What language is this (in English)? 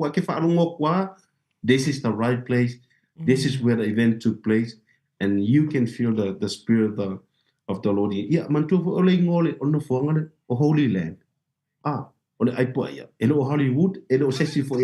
Samoan